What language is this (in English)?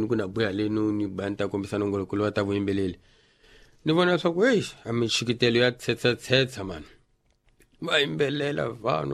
Tsonga